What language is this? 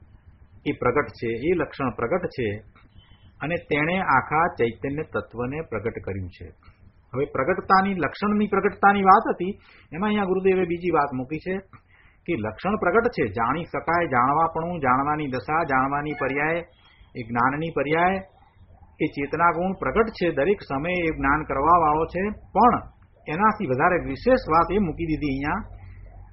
Gujarati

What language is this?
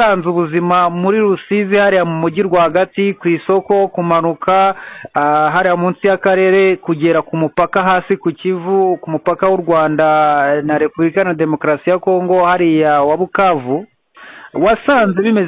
Kinyarwanda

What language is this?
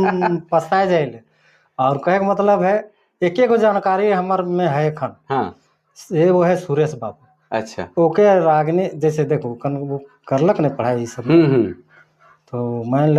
Sadri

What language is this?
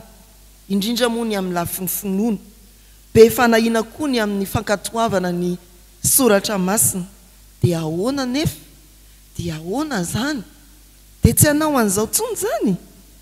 Malagasy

